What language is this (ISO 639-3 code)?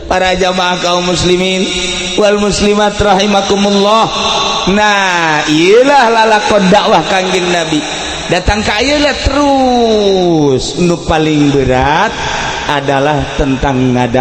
sun